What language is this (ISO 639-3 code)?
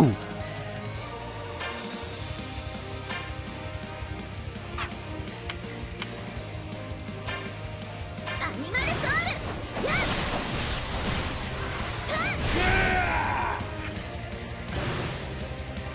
jpn